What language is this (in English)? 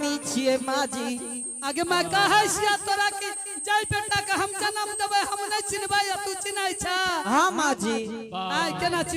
Angika